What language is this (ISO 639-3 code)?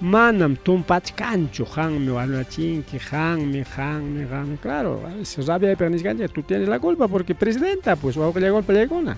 quy